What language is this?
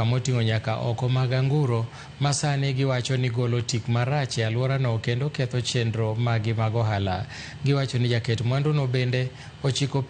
Luo (Kenya and Tanzania)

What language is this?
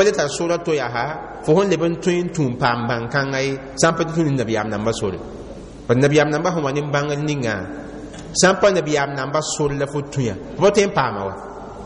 Mossi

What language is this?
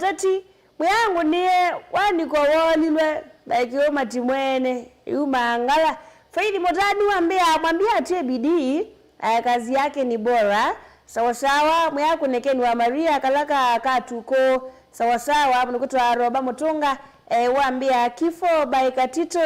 Kamba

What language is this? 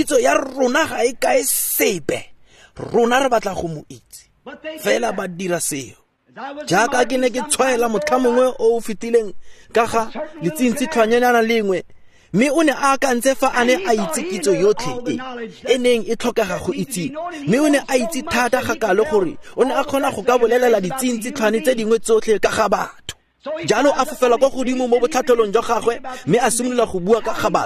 Tswana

